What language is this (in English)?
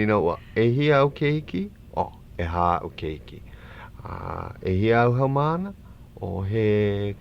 Hawaiian